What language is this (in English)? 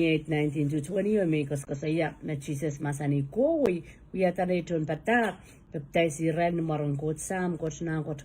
Pohnpeian